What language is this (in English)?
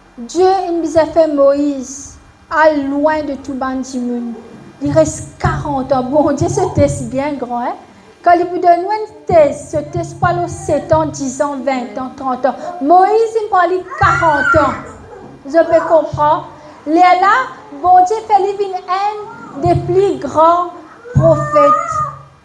Morisyen